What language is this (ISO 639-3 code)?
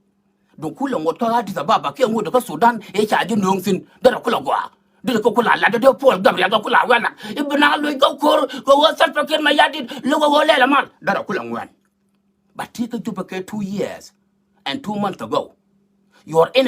nus